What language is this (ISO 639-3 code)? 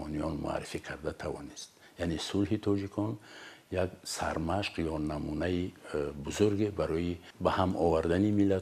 tgk